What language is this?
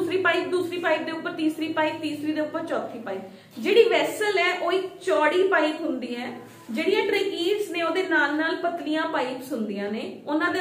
Punjabi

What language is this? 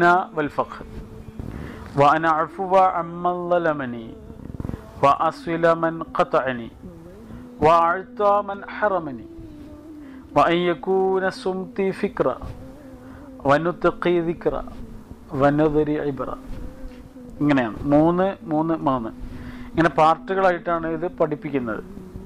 Malayalam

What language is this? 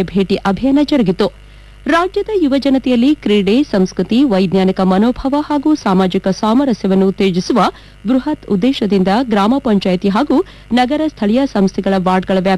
Kannada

